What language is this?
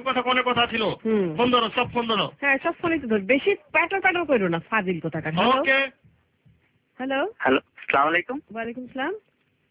Bangla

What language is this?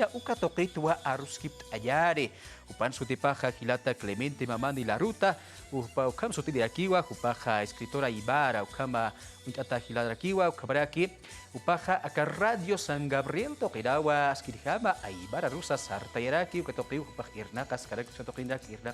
Aymara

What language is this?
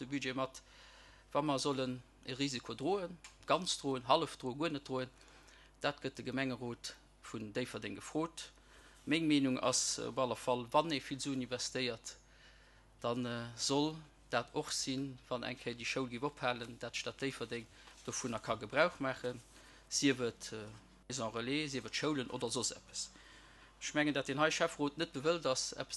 Luxembourgish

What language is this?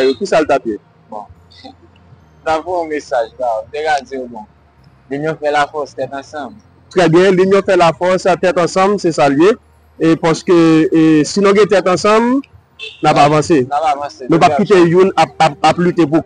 Haitian Creole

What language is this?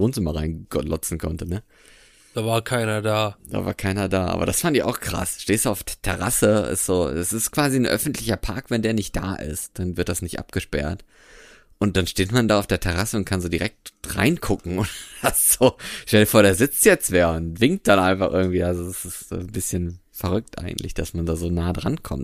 German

